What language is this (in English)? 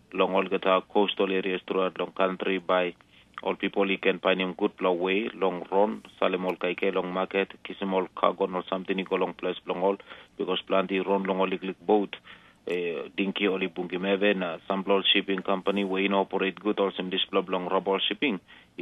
Tok Pisin